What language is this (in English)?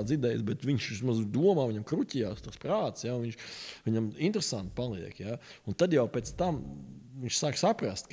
Latvian